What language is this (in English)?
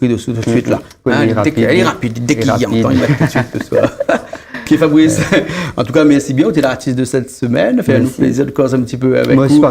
Réunion Creole French